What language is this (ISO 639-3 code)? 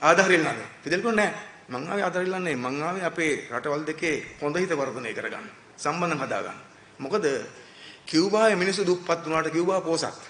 sin